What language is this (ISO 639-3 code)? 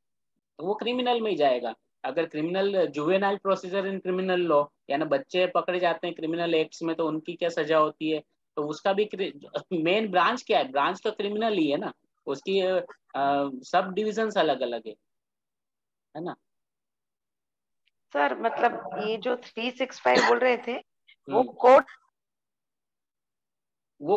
hin